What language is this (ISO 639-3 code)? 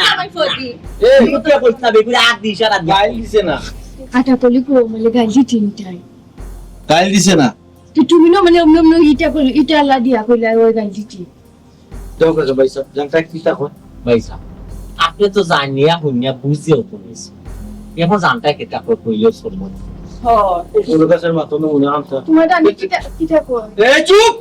syl